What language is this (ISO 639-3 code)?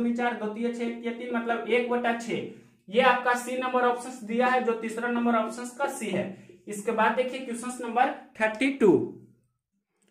hin